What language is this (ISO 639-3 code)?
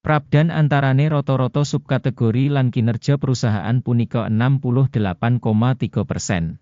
jav